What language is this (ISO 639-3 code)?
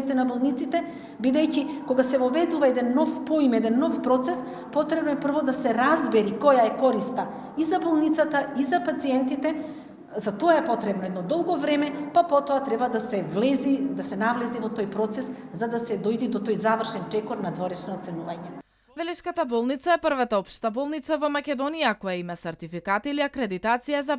mkd